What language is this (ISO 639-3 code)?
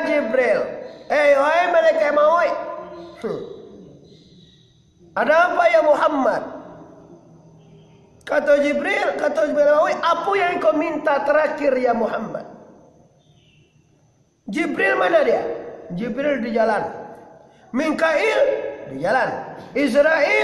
min